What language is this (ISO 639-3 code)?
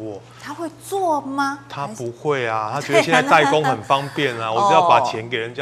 zho